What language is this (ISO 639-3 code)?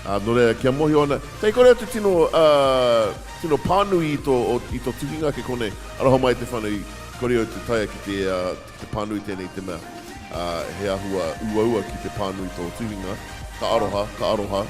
mri